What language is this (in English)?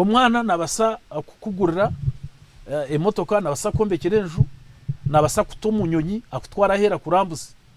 Nyankole